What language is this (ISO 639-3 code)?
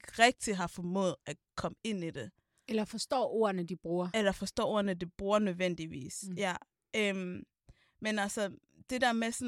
dan